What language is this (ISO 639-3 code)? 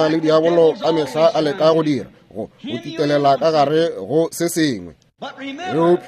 nso